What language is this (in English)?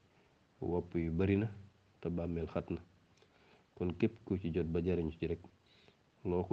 Wolof